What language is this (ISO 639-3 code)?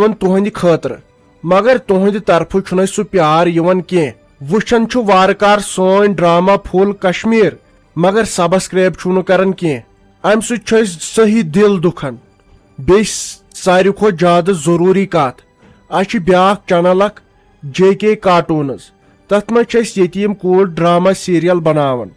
kas